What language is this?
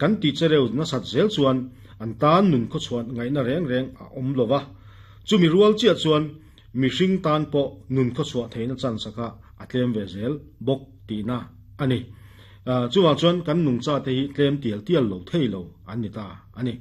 Mizo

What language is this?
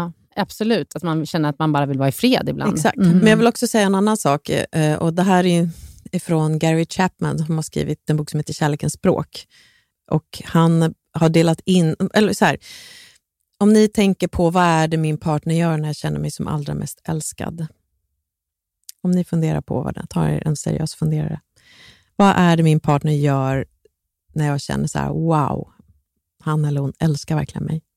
Swedish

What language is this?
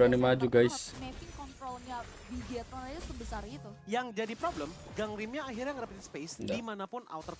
Indonesian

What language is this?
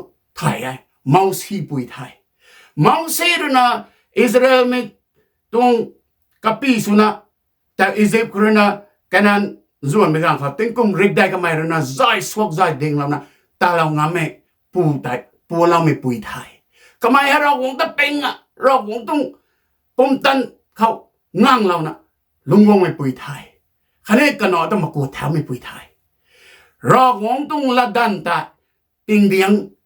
Rongmei Naga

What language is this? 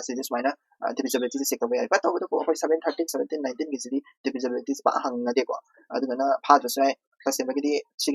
Manipuri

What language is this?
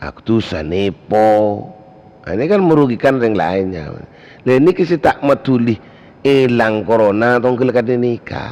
Madurese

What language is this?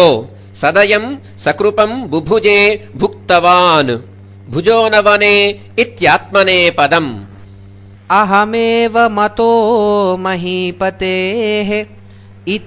Sanskrit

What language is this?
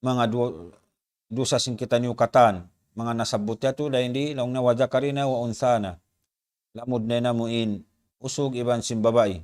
Tausug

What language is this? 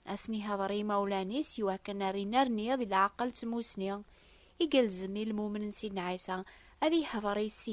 Kabyle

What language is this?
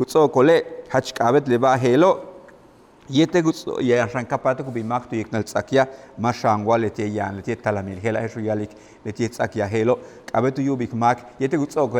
Yucateco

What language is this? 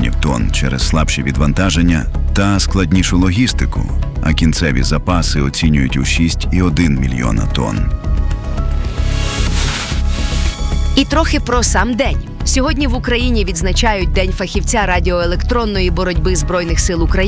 Ukrainian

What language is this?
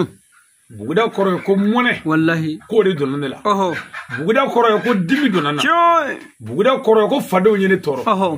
Bambara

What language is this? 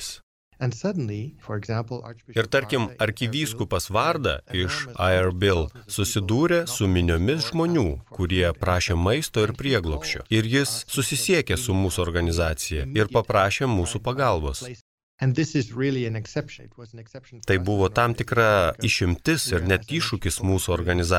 Lithuanian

